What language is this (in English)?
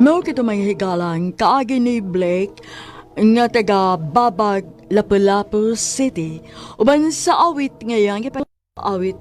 Cebuano